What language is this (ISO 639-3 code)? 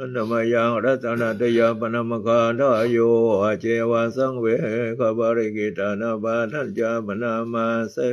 pli